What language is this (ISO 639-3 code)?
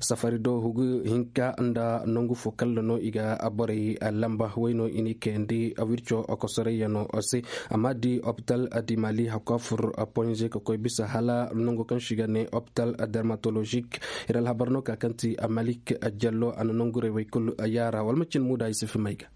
dje